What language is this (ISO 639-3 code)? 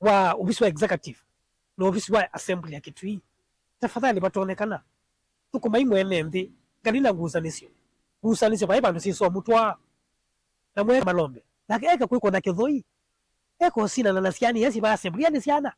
kam